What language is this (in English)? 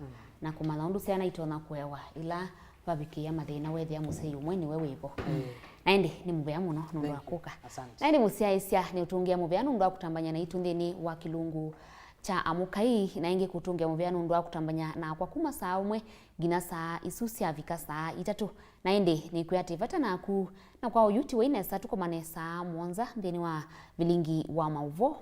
Kamba